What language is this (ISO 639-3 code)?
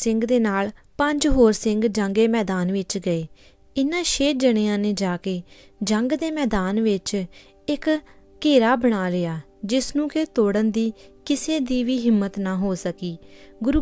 pan